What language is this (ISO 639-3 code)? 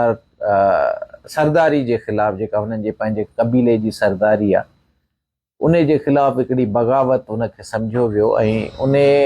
snd